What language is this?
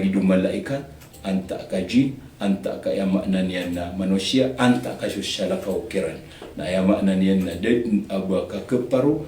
Maranao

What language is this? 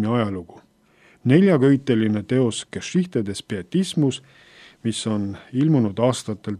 Estonian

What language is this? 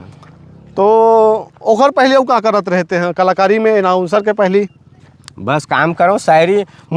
Chhattisgarhi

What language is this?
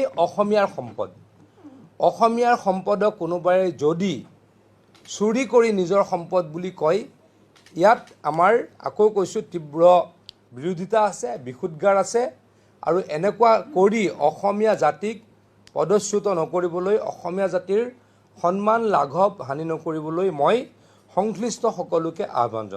Assamese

